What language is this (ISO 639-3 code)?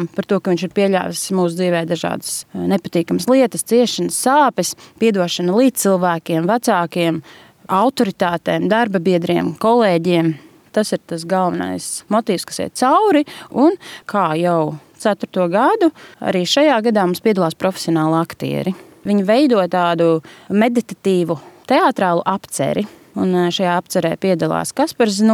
lav